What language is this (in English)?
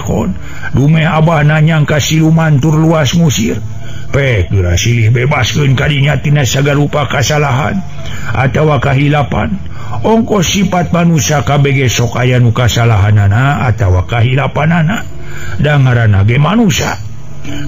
Sundanese